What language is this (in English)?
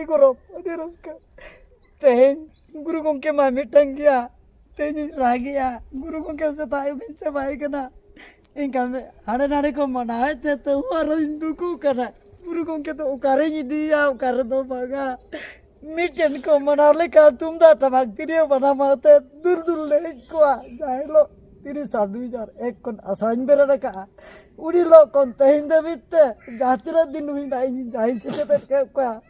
Santali